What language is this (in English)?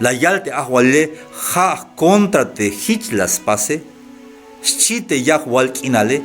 Tzeltal